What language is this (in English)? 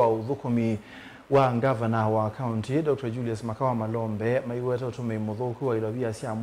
Kamba